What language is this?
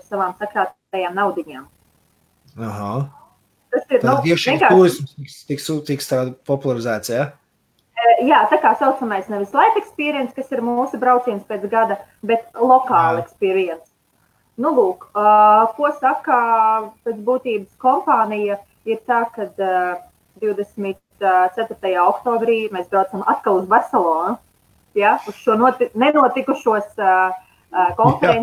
Latvian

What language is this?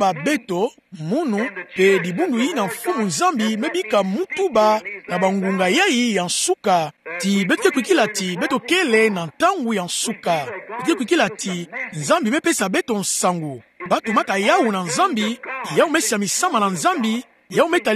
Kituba (Democratic Republic of Congo)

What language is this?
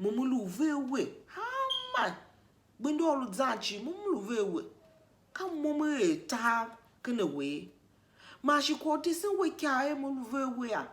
Tiv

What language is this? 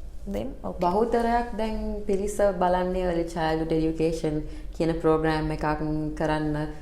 Sinhala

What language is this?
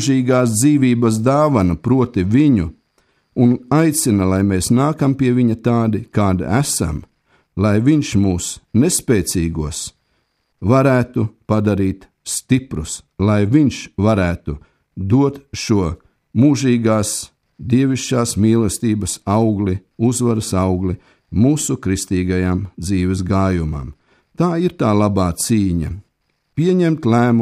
Latvian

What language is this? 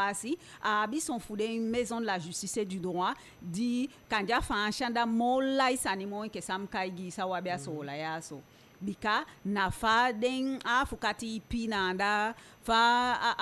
Eastern Maroon Creole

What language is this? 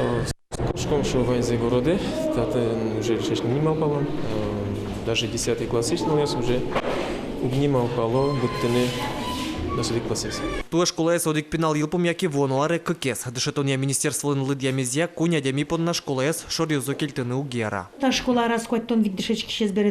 Udmurt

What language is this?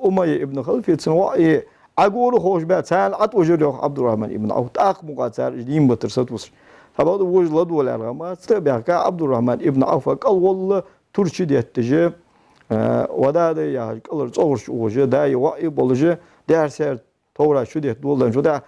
Ingush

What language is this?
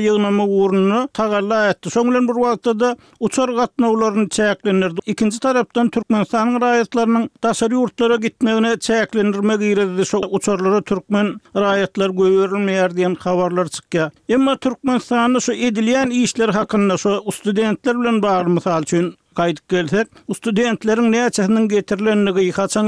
Turkmen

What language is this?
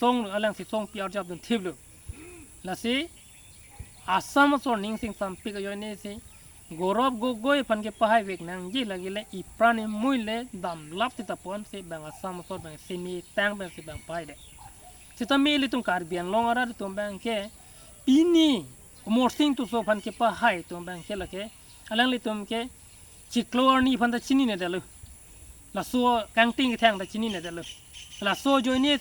Karbi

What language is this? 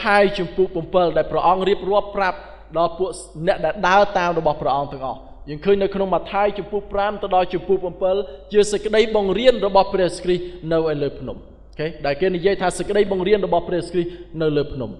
Khmer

